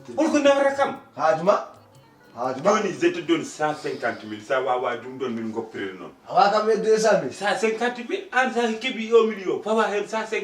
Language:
Fula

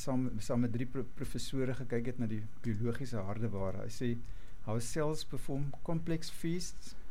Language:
Afrikaans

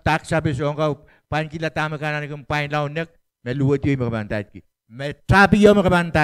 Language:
Pohnpeian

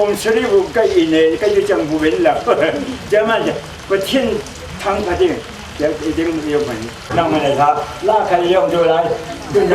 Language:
Falam Chin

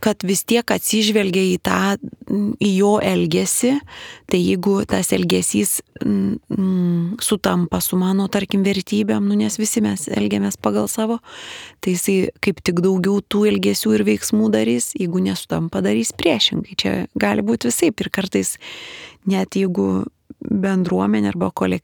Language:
Lithuanian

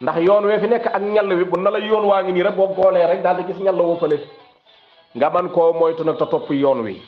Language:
Wolof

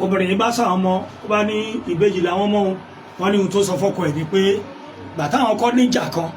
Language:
Yoruba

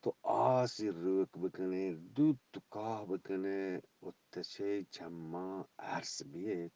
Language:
Eastern Balochi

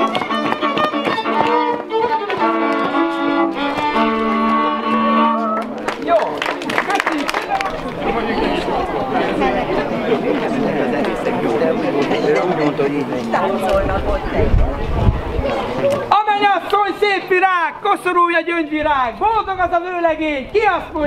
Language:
Hungarian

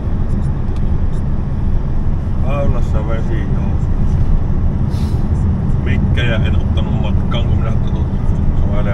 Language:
Finnish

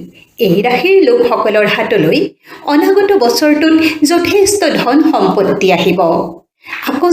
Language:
Assamese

